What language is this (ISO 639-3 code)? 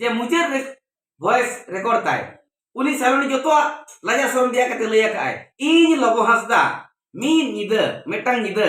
sat